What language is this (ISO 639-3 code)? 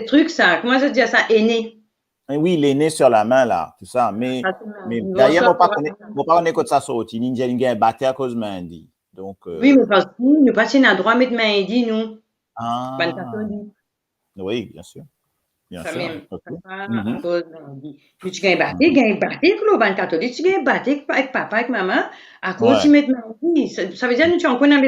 mfe